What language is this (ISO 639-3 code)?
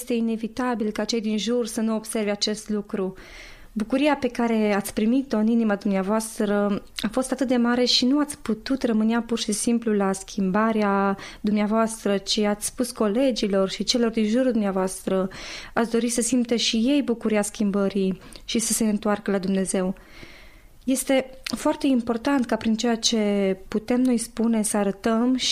ron